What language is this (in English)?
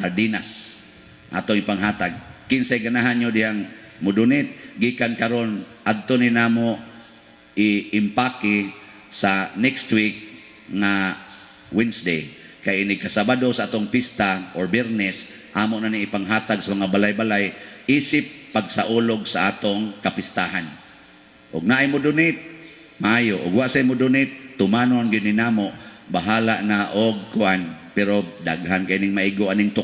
Cebuano